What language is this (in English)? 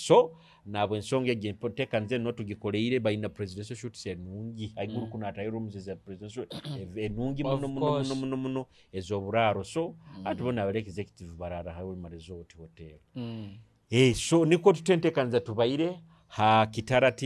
Nyoro